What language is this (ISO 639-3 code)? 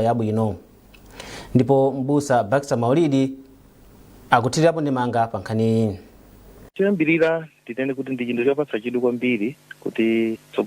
nya